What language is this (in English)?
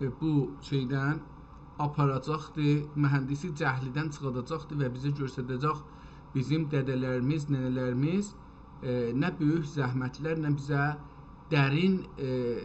South Azerbaijani